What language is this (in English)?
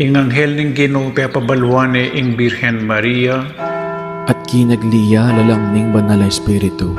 Pampanga